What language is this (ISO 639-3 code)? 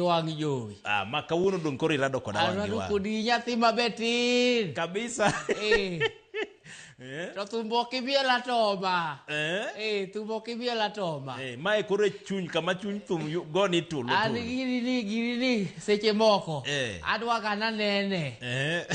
luo